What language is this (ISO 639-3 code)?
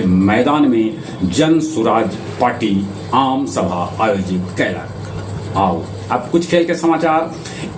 mag